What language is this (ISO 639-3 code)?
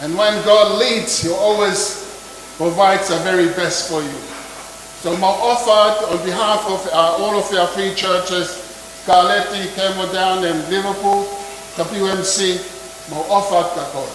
ton